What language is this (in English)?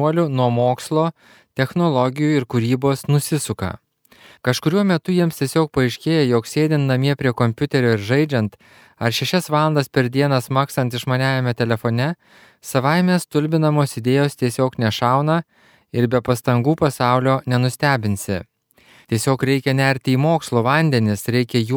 Lithuanian